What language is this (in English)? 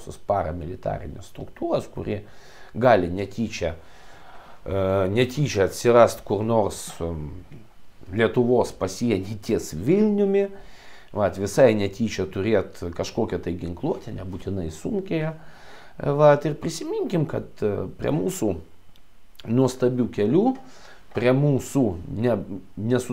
Lithuanian